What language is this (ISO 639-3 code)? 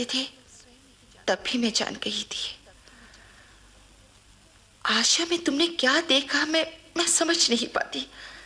hin